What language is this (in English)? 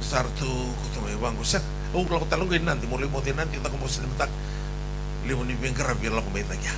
Fijian